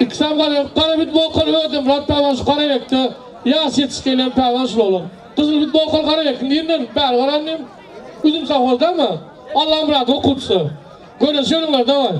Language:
Turkmen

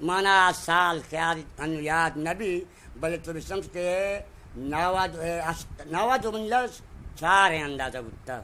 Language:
Eastern Balochi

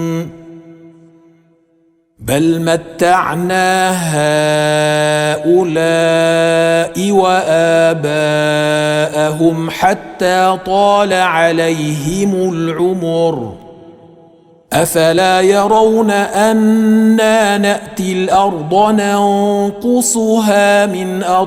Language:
Arabic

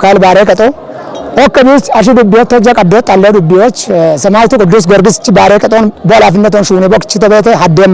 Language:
Kafa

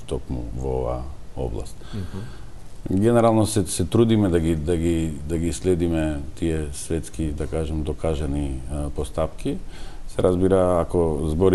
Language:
Macedonian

